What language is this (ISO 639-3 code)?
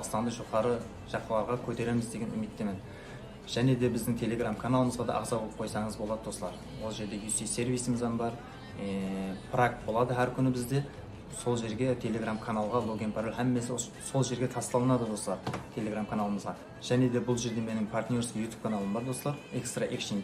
kaa